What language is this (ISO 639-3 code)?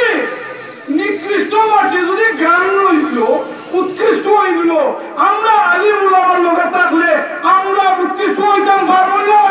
syl